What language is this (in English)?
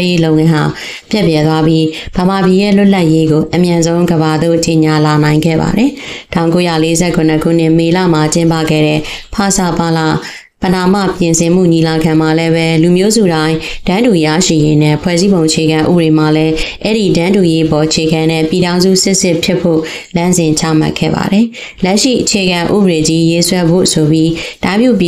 Burmese